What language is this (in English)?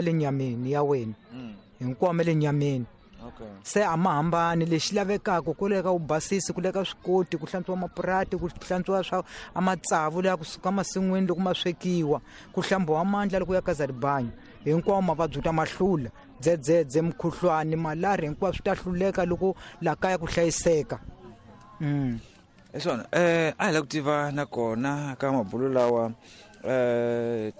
Tsonga